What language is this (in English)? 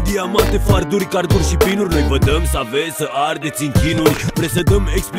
Romanian